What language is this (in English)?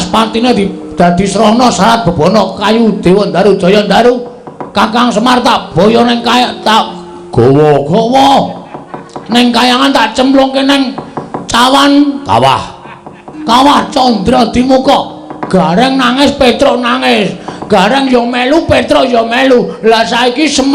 Javanese